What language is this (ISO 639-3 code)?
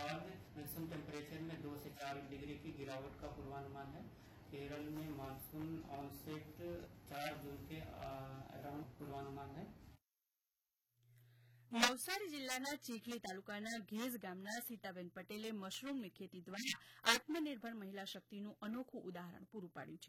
guj